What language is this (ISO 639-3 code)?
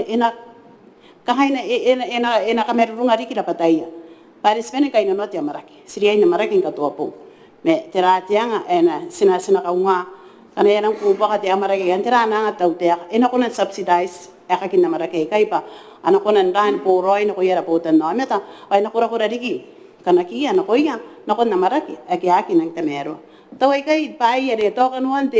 gil